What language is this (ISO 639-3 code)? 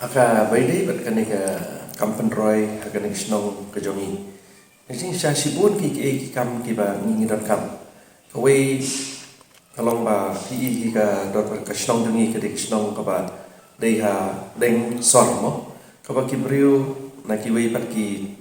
kha